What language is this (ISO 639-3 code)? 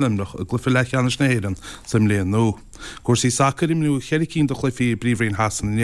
gle